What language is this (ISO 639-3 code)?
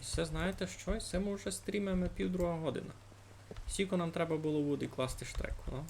rue